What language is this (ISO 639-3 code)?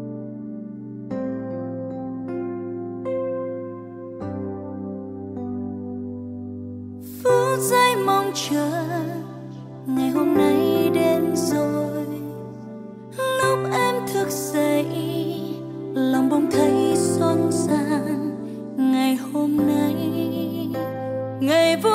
vie